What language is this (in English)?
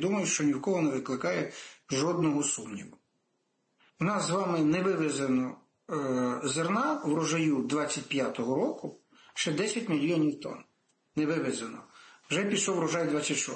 Ukrainian